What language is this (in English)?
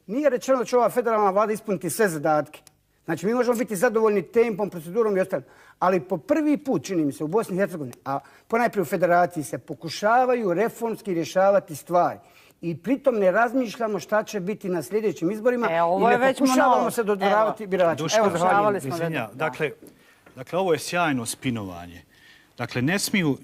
Bosnian